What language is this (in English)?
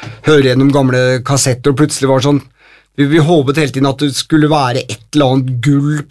Norwegian